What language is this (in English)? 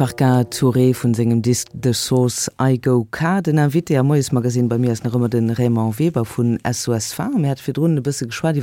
Luxembourgish